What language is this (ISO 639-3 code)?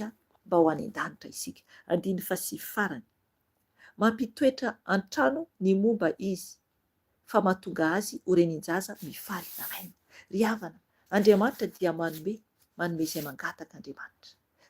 mlg